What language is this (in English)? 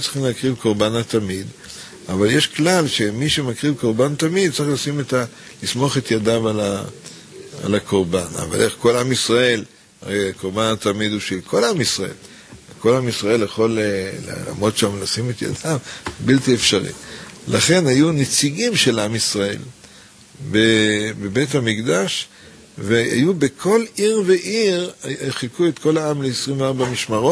Hebrew